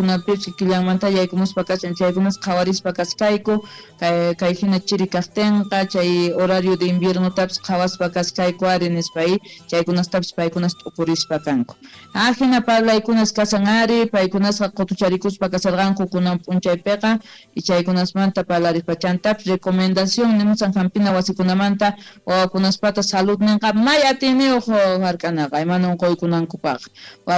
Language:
South Bolivian Quechua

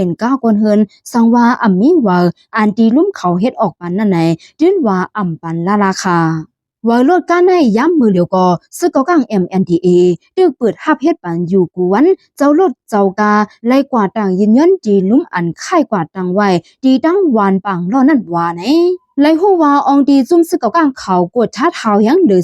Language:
Shan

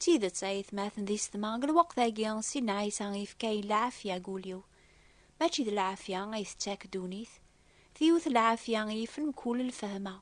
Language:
Kabyle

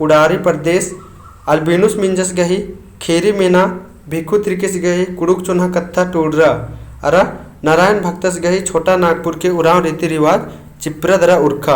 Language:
Kurukh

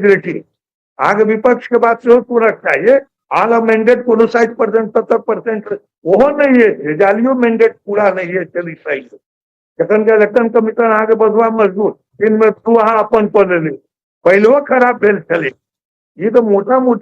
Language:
Maithili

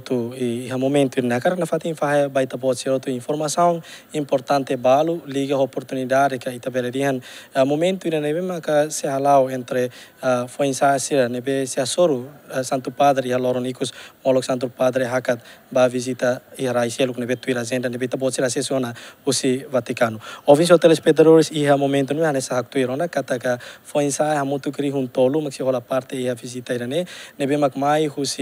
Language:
Tetum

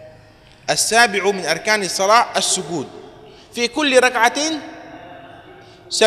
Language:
Arabic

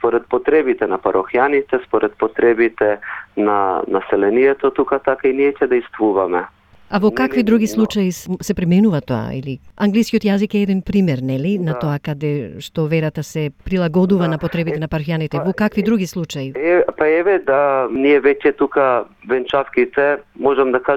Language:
Macedonian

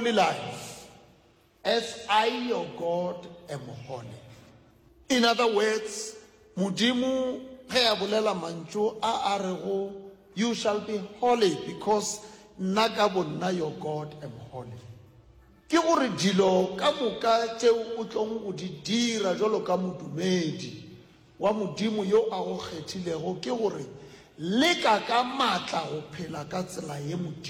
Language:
Northern Sotho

